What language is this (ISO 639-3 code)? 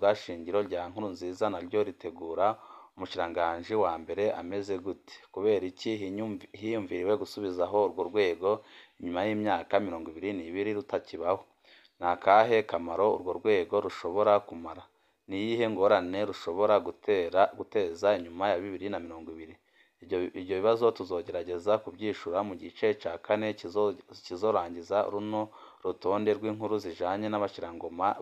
run